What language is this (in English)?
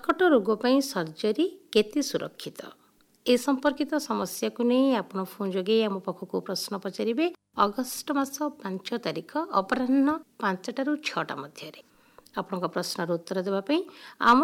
Odia